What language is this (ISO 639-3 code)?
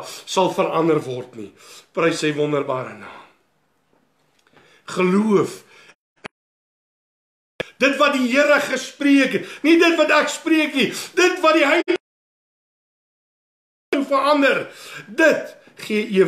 afr